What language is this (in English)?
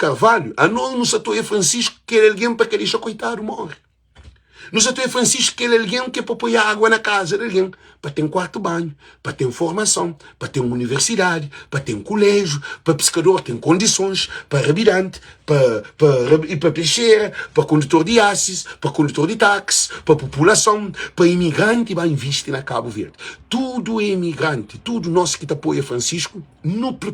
Kabuverdianu